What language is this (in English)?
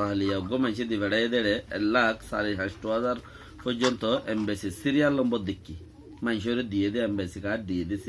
Rohingya